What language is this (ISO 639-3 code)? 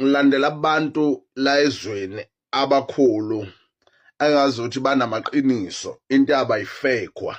zul